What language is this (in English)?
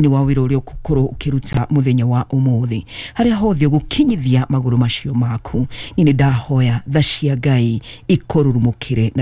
Kikuyu